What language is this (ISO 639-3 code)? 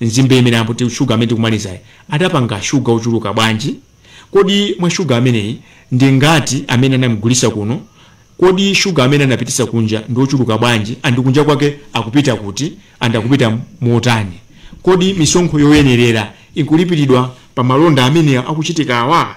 nya